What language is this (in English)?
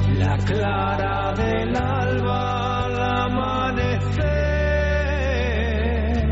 Basque